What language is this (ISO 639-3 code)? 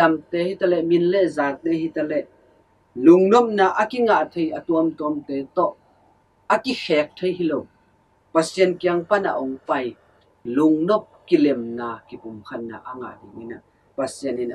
ctd